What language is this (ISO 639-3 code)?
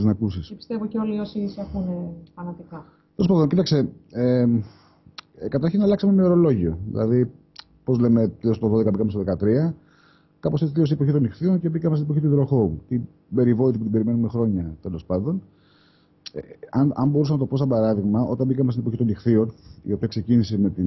ell